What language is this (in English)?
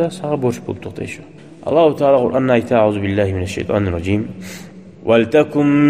Kumyk